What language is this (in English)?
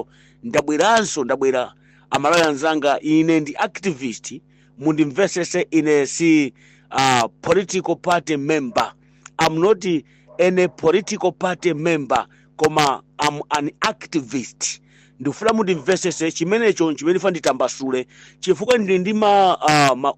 Nyanja